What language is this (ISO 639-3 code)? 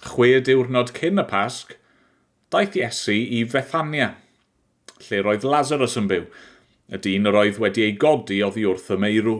cym